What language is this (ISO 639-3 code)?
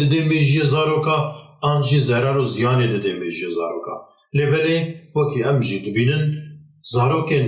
kur